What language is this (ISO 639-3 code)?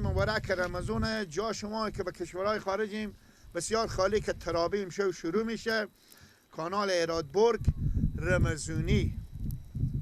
fas